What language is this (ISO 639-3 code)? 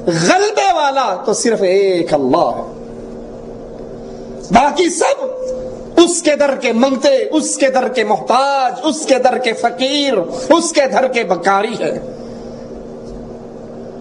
urd